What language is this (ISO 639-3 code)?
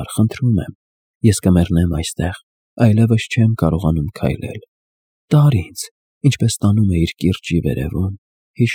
hye